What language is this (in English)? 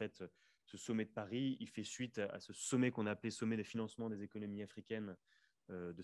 French